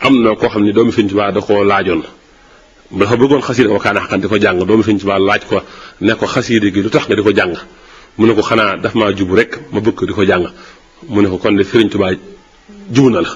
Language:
Wolof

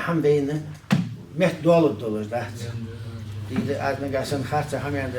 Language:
Ingush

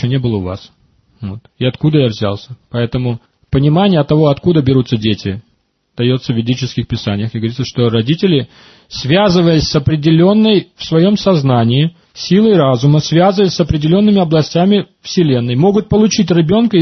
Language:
Russian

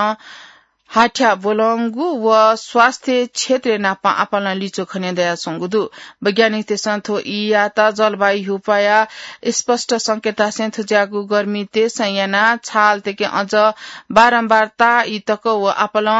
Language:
Newari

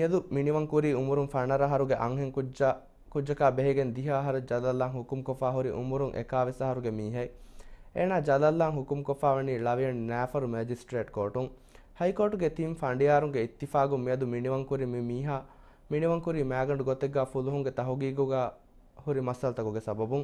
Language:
Divehi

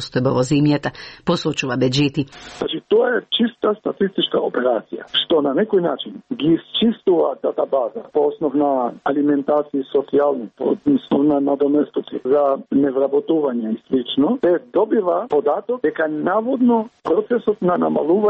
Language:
Macedonian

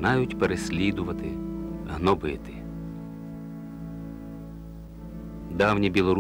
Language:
Ukrainian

